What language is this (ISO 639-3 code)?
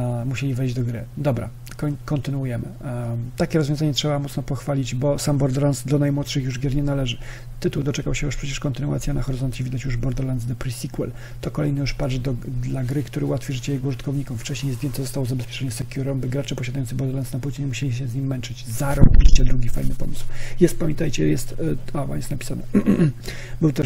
pol